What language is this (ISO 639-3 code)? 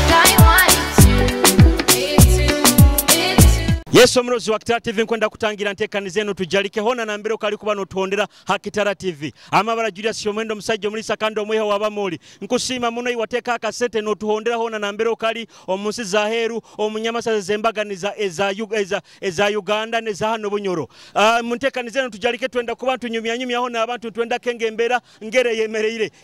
nyo